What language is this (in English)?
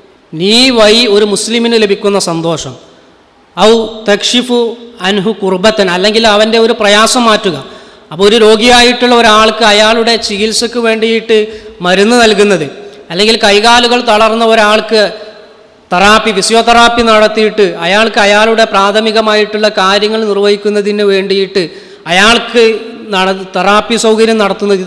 Malayalam